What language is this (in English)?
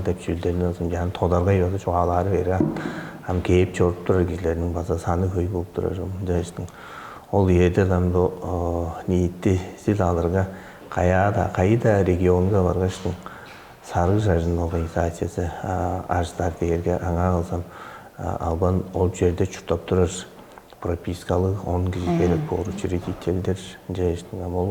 Tuvinian